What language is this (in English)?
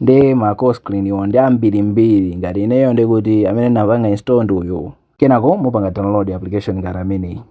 Nyanja